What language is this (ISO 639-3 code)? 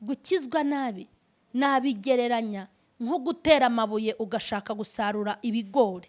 kin